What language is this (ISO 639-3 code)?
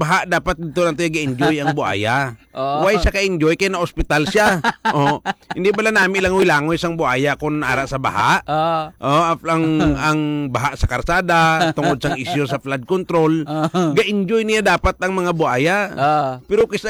hil